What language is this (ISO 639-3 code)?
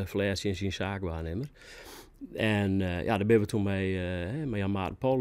fry